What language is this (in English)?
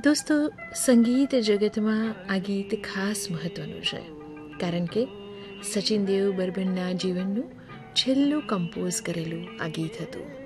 Gujarati